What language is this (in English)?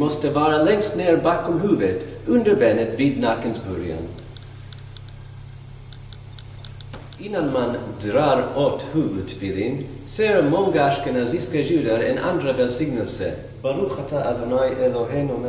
Swedish